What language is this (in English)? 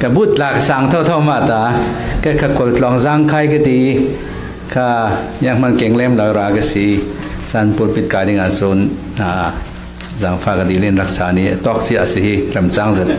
Hakha Chin